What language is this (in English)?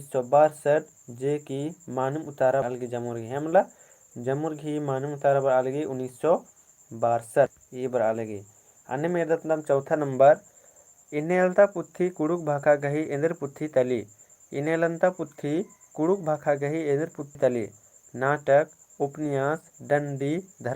Kurukh